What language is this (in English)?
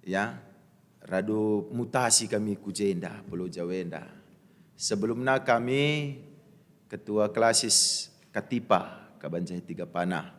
Batak Karo